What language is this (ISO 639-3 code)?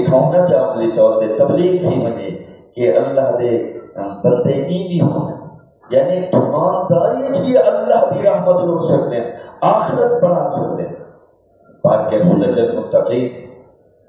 skr